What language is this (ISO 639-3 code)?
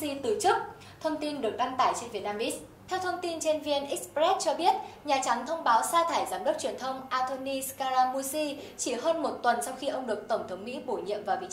vie